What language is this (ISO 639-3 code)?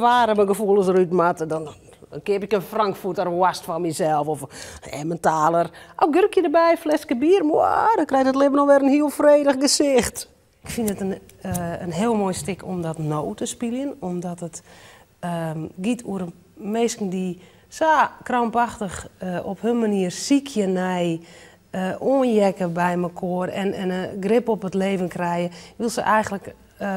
fry